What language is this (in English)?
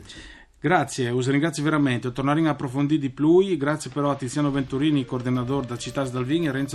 Friulian